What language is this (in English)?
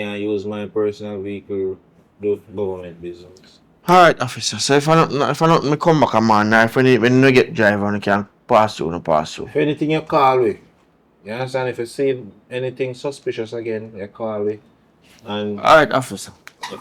Jamaican Creole English